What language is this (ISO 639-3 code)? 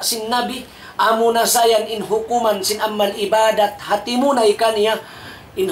tsg